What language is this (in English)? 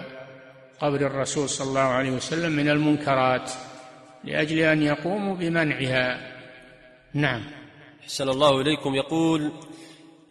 Arabic